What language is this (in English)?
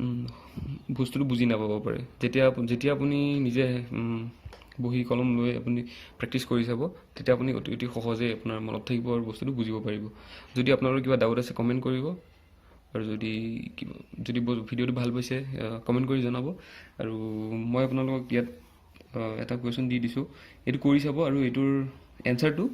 Assamese